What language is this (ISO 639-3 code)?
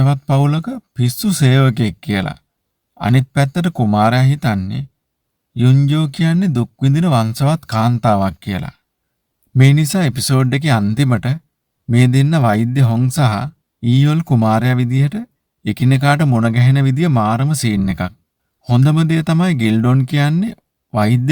sin